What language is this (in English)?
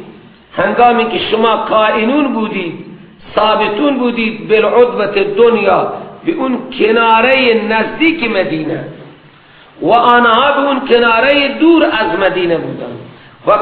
Persian